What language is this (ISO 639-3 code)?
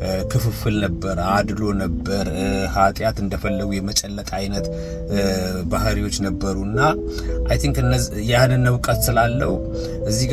amh